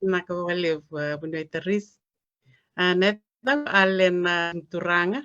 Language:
Fijian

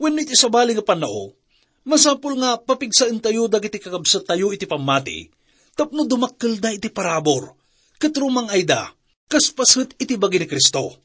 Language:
Iloko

